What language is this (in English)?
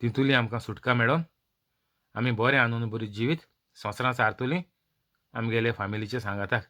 Konkani